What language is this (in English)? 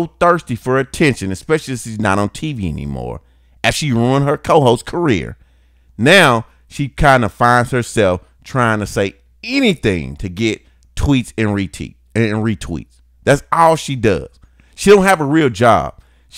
English